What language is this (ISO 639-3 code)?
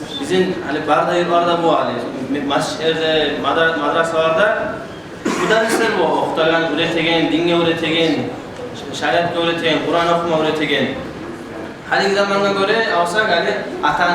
kum